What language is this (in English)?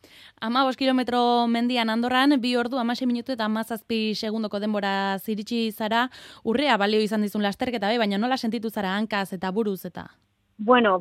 Basque